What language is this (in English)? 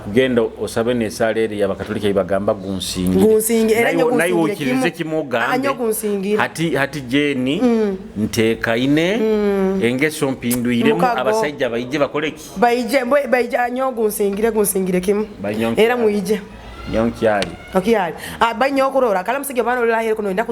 Nyoro